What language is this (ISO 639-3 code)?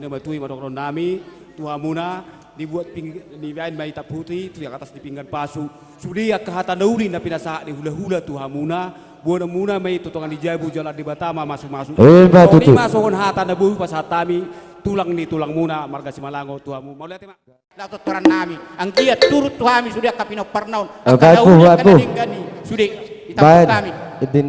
bbc